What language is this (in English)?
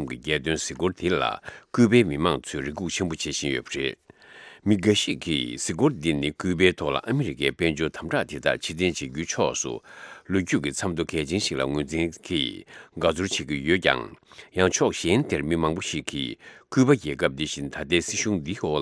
Tibetan